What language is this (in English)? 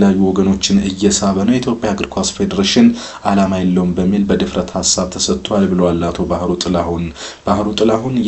Amharic